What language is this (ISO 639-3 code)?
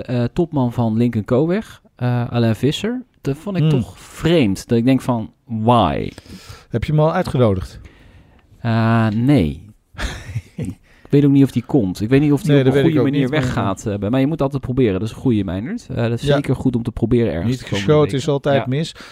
nld